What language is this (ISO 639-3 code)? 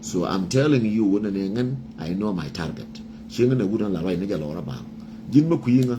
nus